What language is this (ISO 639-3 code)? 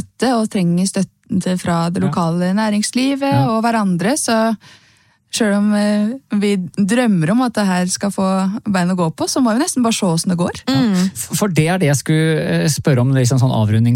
nor